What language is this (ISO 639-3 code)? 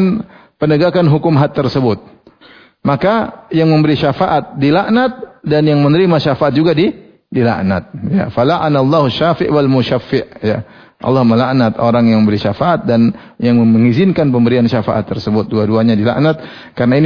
ind